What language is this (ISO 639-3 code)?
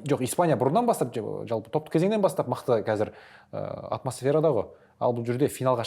kaz